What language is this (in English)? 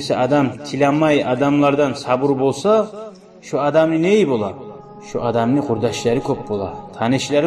Kumyk